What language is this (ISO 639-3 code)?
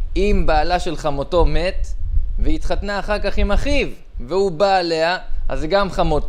heb